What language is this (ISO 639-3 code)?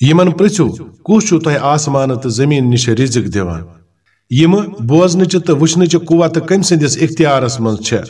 kas